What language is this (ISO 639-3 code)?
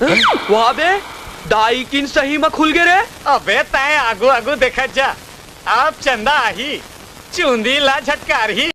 hne